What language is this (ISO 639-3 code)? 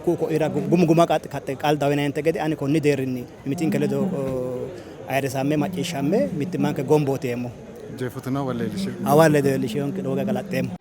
sid